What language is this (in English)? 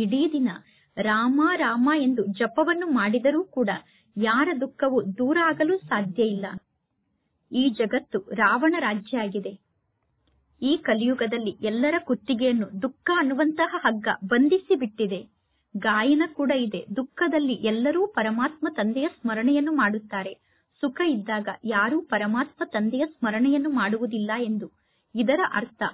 Kannada